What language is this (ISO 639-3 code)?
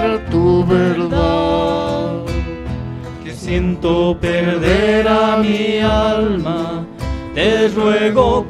quh